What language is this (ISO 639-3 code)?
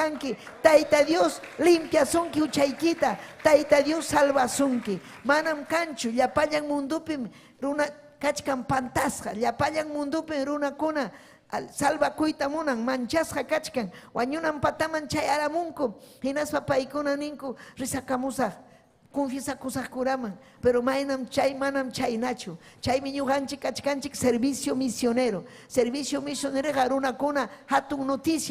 quy